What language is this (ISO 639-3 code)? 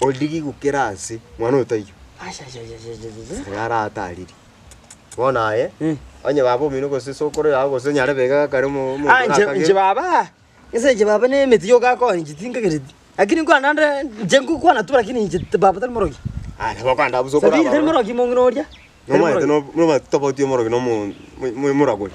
guz